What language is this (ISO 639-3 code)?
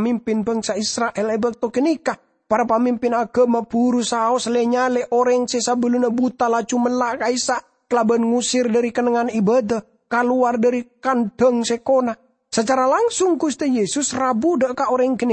mad